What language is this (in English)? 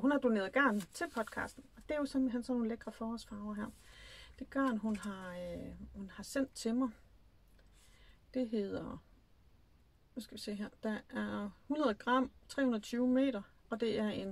Danish